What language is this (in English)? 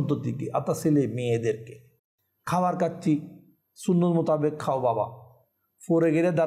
Bangla